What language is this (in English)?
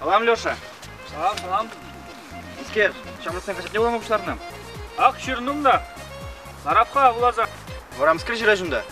Chuvash